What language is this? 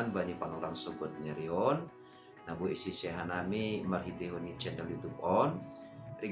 Batak Simalungun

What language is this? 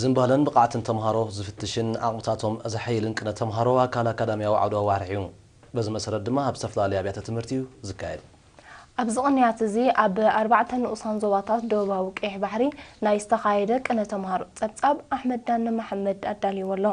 Tigrinya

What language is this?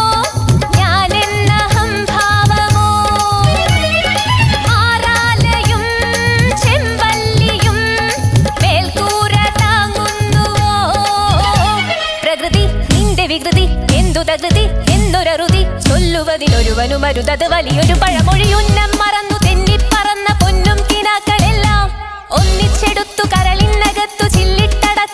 Malayalam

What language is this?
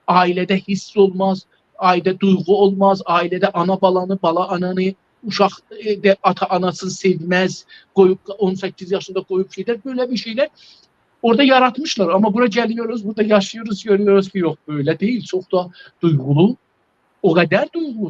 South Azerbaijani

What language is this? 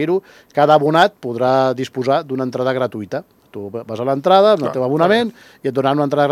Catalan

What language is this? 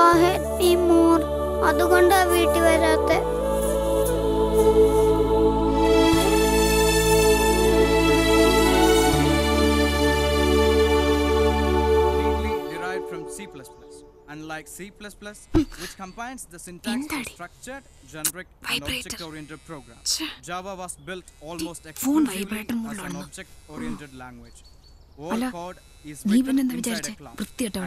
Malayalam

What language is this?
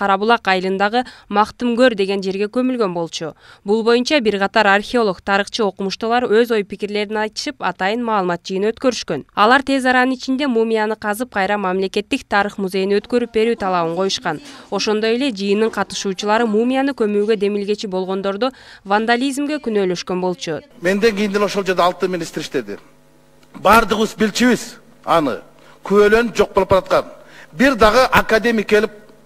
Kyrgyz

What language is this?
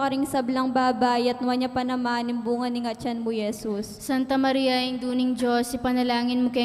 Pampanga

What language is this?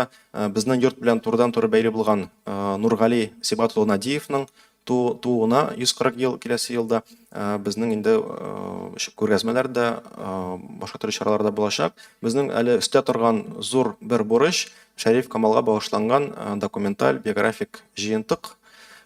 Tatar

